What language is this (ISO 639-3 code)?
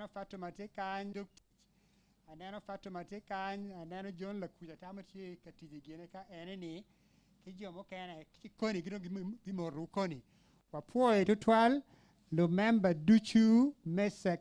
ach